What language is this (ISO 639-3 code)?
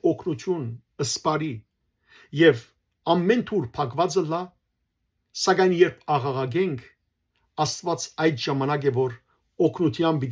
hyw